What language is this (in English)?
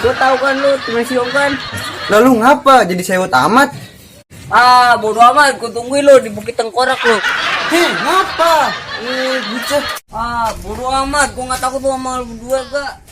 Betawi